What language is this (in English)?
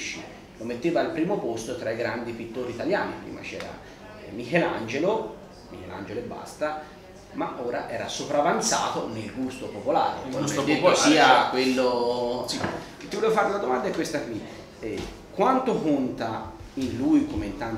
Italian